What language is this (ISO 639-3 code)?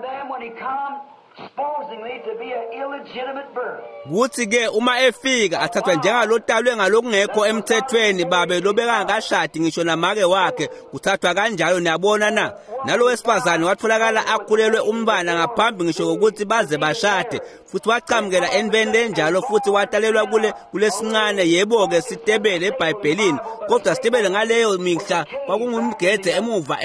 ssw